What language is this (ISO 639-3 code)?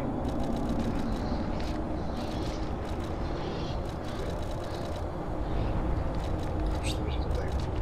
pol